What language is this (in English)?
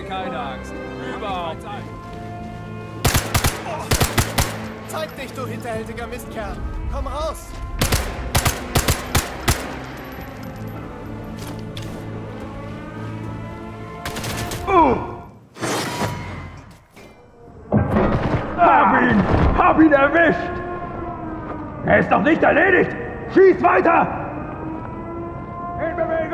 German